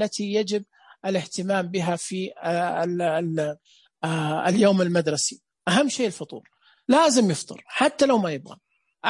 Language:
Najdi Arabic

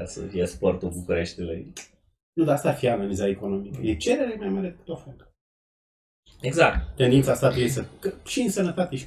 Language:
Romanian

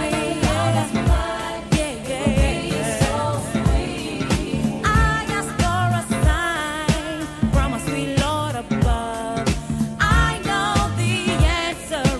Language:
English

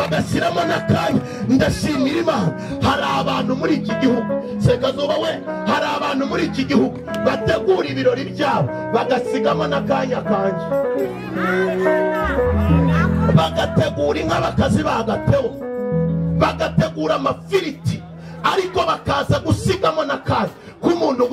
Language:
Kinyarwanda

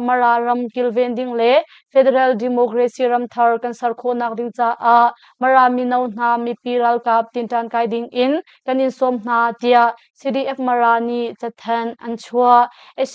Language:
Hakha Chin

